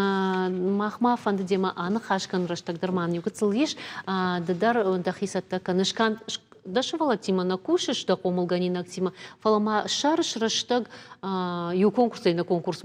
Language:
Ossetic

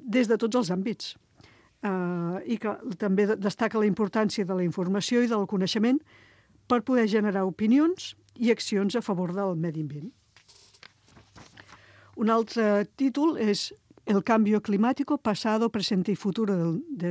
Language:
Catalan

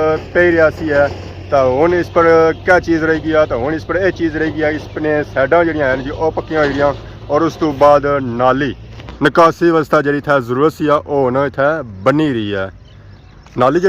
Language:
Pahari-Potwari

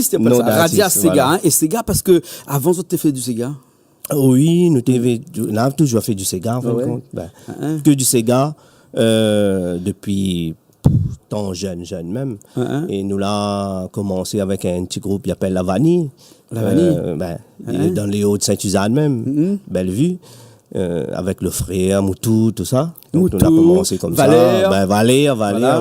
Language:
Réunion Creole French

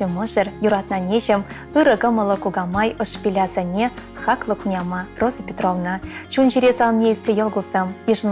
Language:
Chuvash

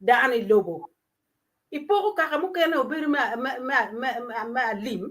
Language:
Acoli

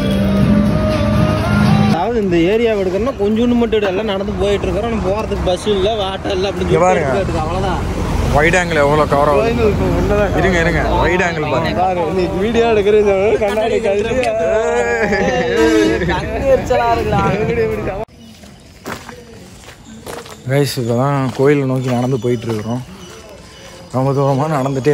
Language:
Tamil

